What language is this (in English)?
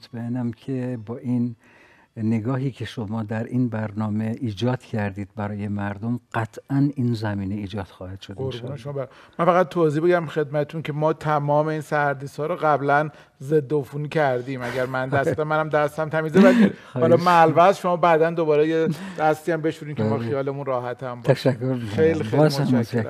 Persian